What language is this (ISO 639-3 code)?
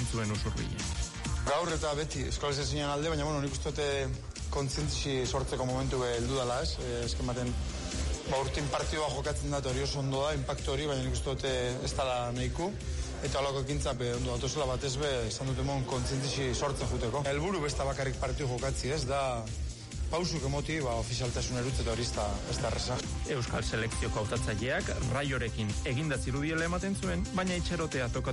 eus